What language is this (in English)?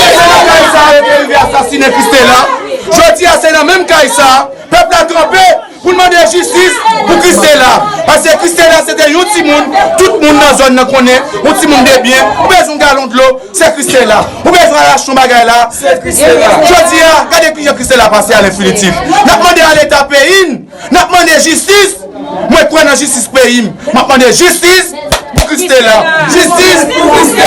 Haitian Creole